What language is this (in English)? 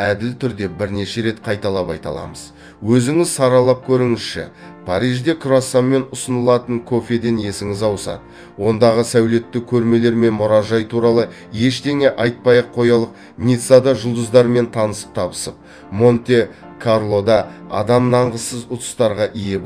Kazakh